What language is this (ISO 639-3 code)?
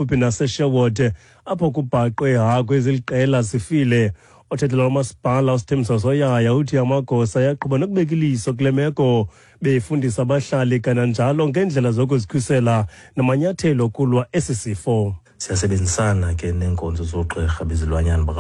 xho